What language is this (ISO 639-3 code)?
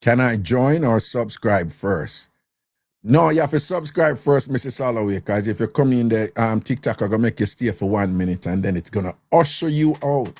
jam